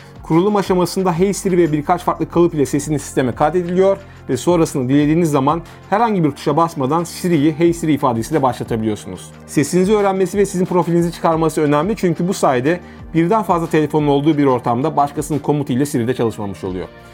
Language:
Turkish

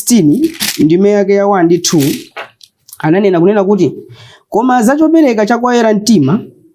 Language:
Nyanja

